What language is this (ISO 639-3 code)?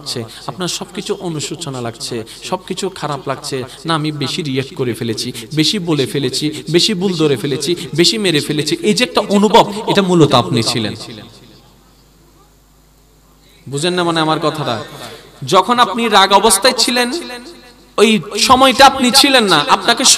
ben